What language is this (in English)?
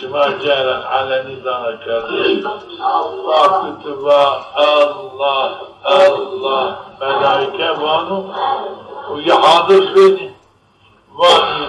Zaza